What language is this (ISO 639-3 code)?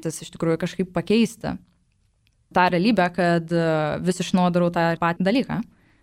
lit